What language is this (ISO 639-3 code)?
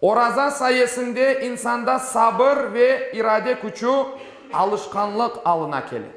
crh